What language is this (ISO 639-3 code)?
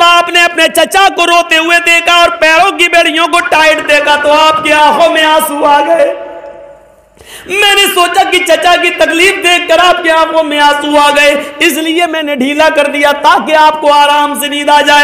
urd